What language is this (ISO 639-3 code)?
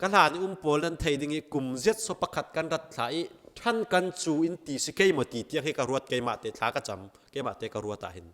cfm